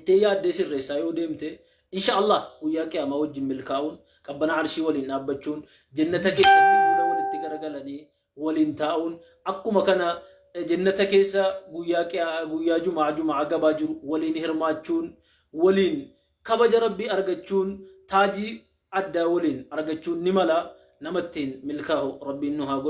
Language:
Oromo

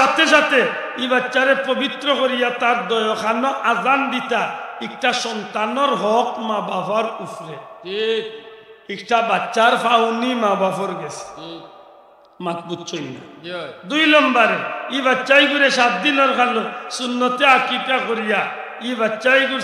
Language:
Sylheti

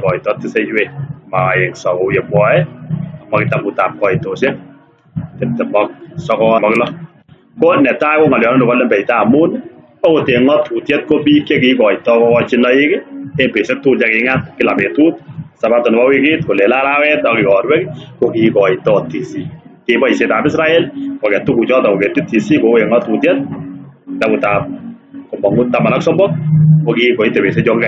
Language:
Kalenjin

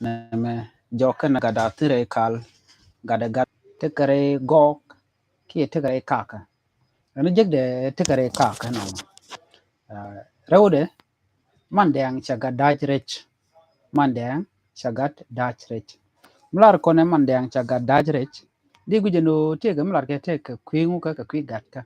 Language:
Nuer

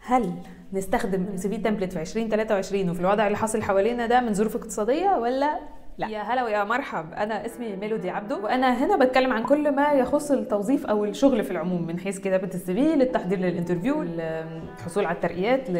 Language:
Egyptian Arabic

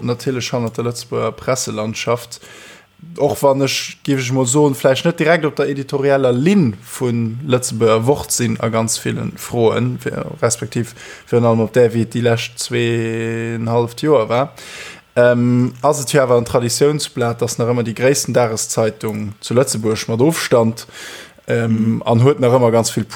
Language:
Luxembourgish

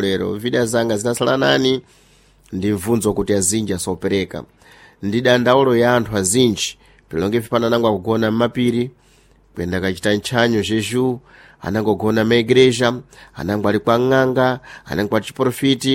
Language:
Sena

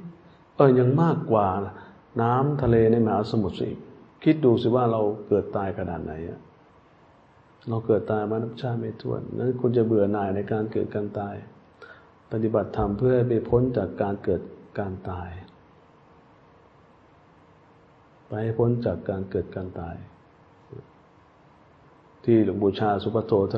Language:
Thai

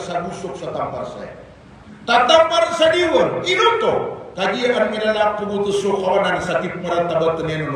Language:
Maranao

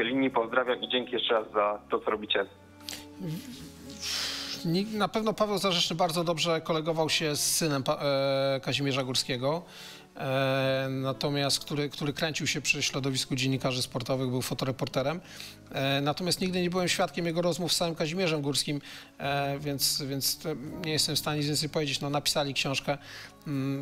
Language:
Polish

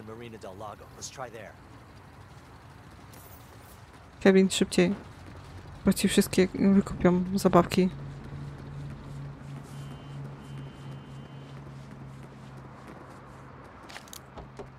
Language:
Polish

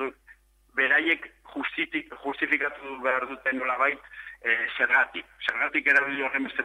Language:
Basque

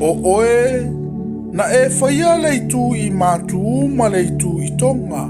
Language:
Samoan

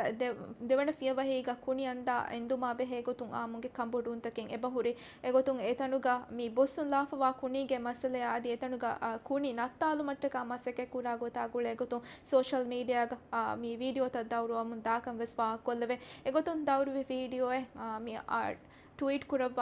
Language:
Divehi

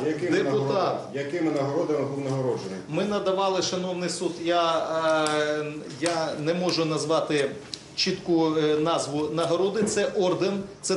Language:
Ukrainian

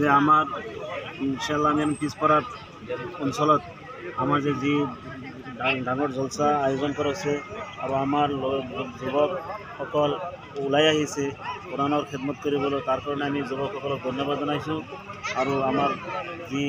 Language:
Assamese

